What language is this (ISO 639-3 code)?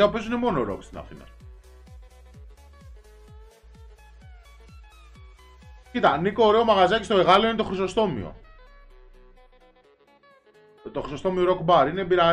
ell